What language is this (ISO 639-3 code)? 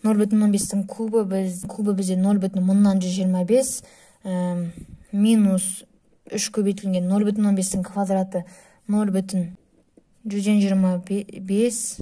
kaz